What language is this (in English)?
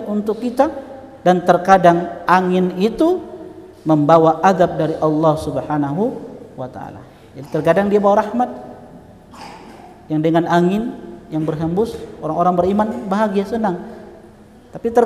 Indonesian